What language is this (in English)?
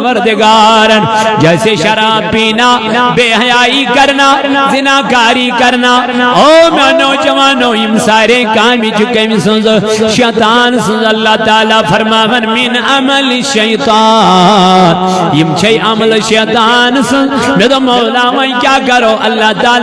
Kashmiri